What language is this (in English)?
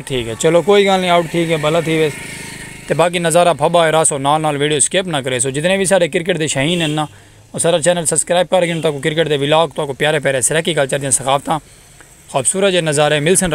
Saraiki